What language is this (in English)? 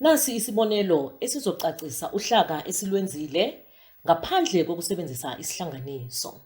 Zulu